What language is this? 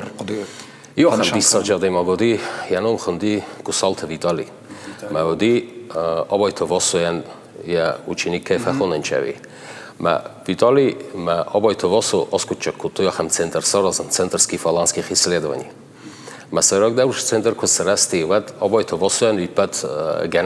Ossetic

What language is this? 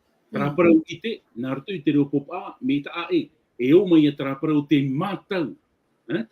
Tahitian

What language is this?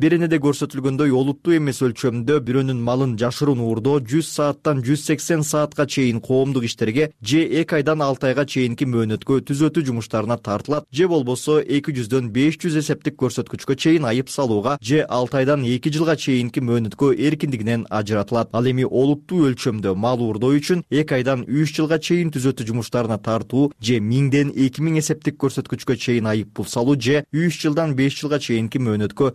Kyrgyz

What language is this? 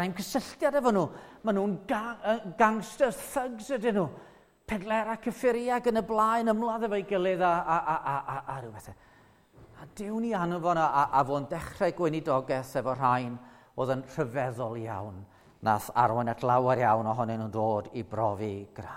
Welsh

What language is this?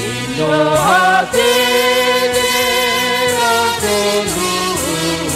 Batak Simalungun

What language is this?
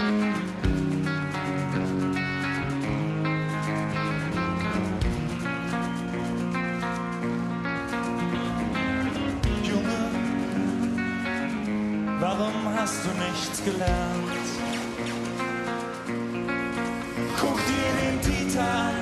German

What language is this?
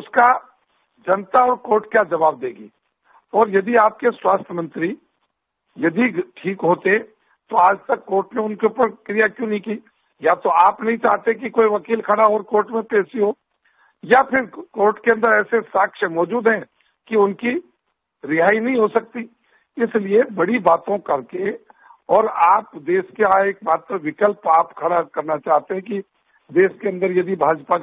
Hindi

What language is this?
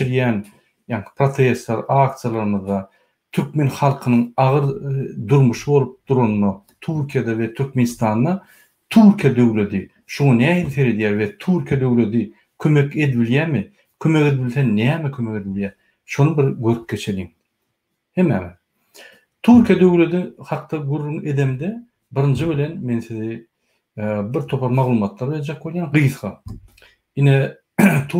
Turkmen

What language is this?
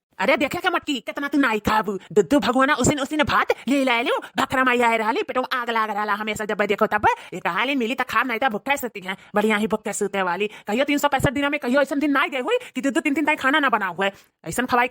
Awadhi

